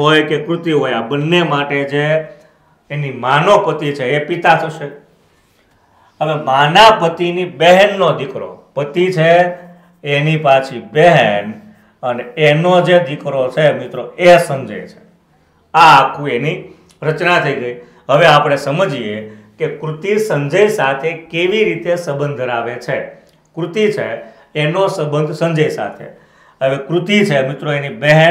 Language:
Gujarati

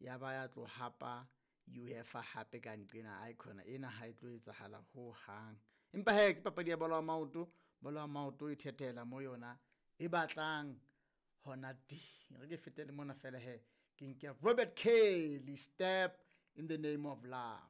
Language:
Southern Sotho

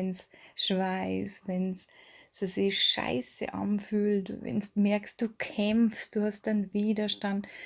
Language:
Bavarian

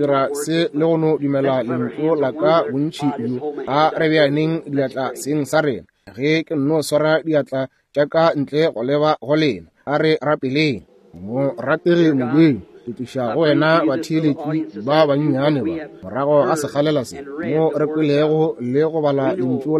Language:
Northern Sotho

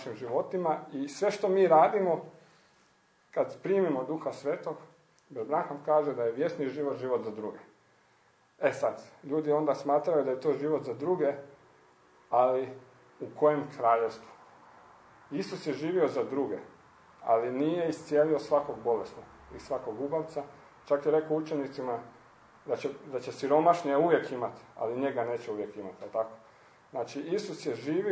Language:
Croatian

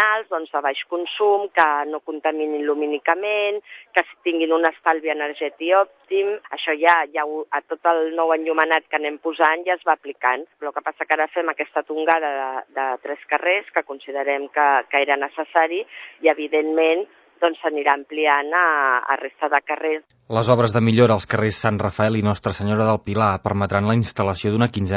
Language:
Catalan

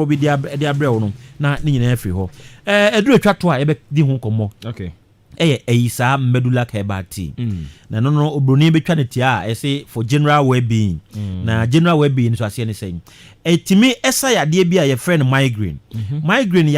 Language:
Akan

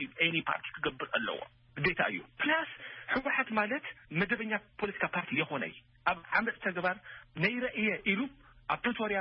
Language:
Tigrinya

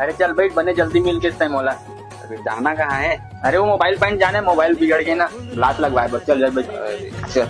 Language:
Chhattisgarhi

